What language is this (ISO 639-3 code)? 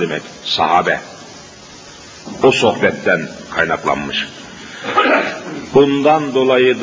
tur